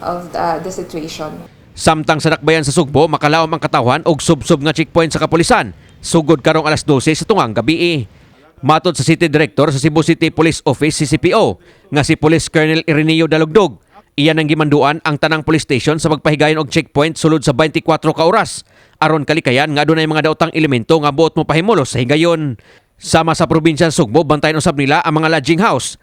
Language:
Cebuano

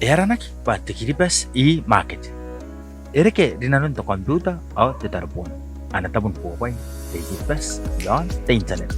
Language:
Gilbertese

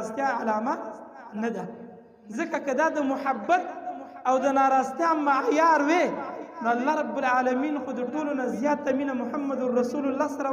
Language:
Pashto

